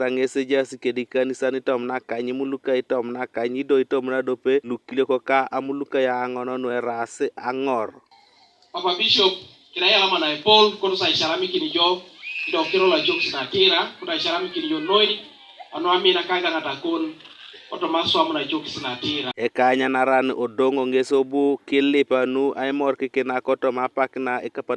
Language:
Teso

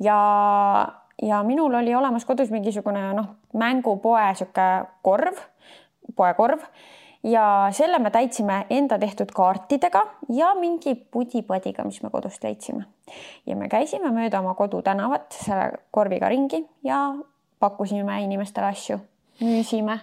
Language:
Estonian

